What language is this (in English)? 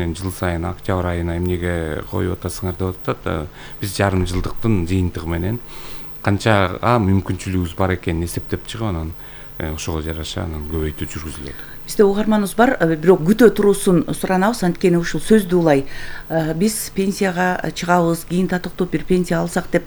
Kyrgyz